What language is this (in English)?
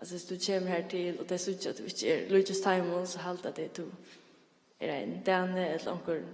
Faroese